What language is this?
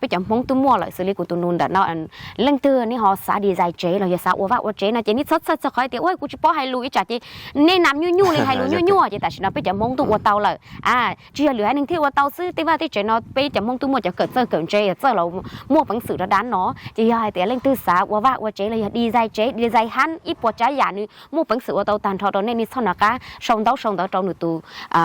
Hmong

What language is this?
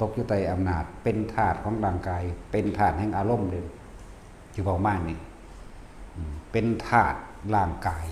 Northeastern Thai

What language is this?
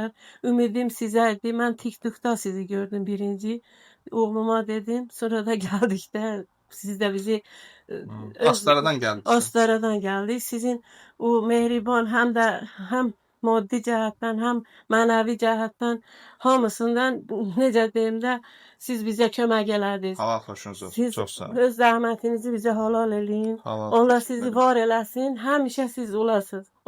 Azerbaijani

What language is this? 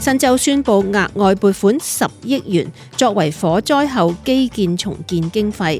Cantonese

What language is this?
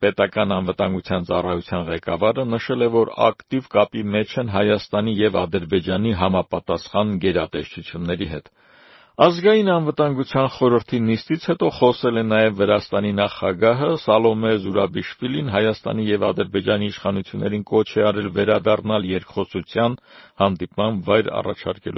Armenian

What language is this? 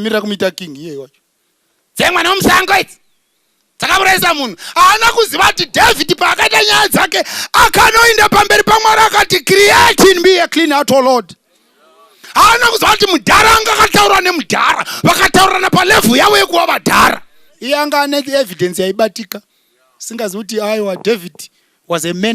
Shona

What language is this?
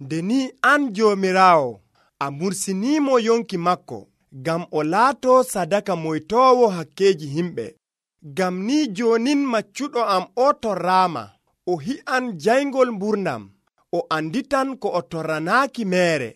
Nigerian Fulfulde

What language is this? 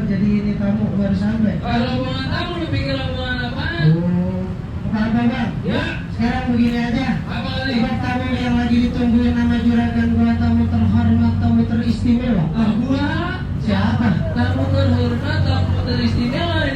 Betawi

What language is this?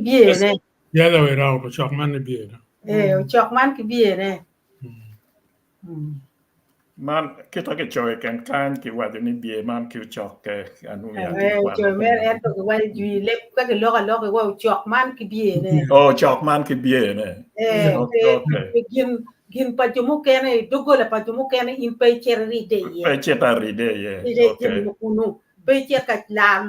Acoli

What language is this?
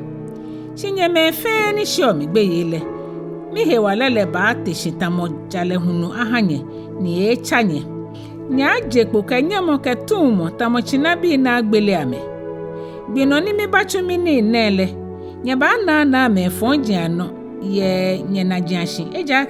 Ga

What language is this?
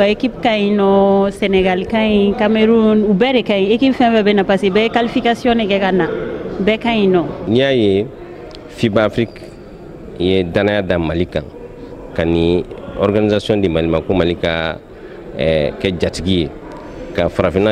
Bambara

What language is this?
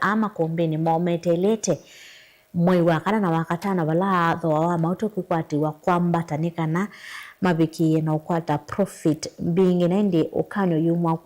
Kamba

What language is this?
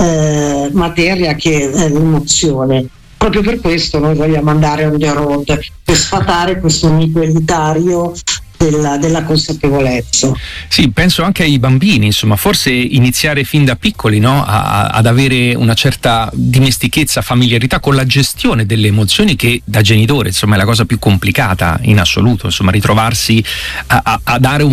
Italian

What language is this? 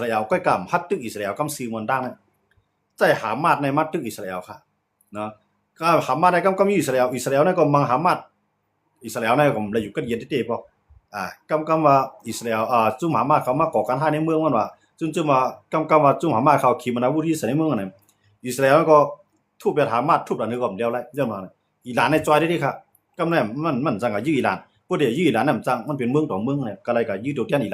Shan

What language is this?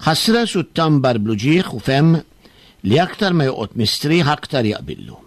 Maltese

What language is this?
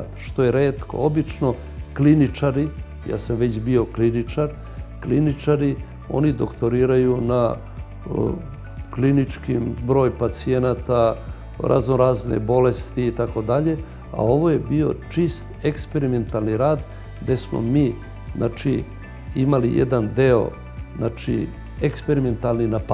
Serbian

